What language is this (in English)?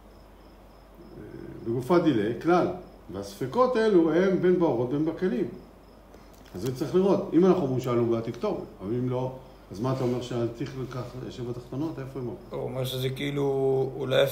Hebrew